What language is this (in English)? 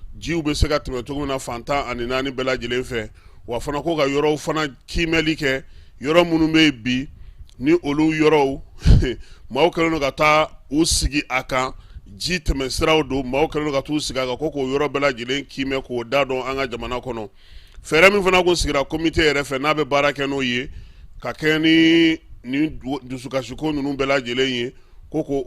Bambara